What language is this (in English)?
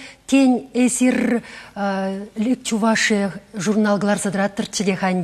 Chuvash